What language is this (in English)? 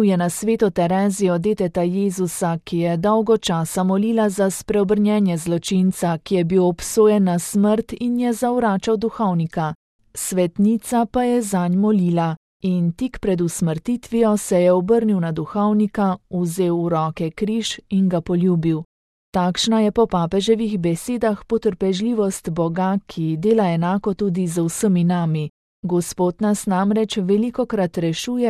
Slovenian